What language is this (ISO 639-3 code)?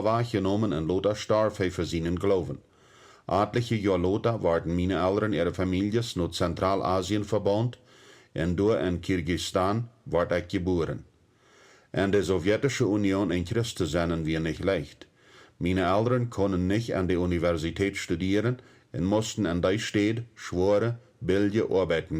pdt